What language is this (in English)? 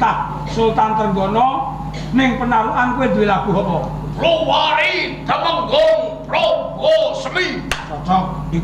Javanese